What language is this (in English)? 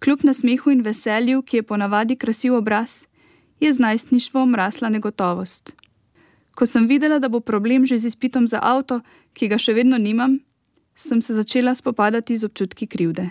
Slovenian